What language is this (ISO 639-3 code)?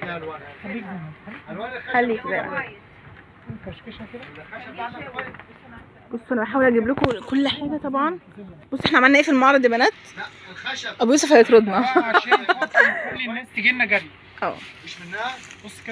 arz